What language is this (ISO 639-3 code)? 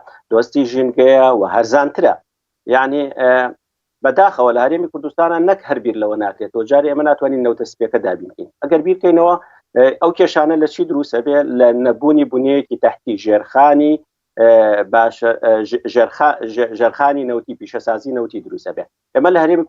ckb